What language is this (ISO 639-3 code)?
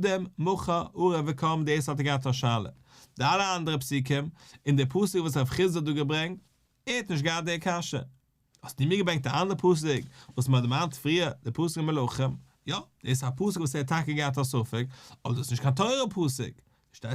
yid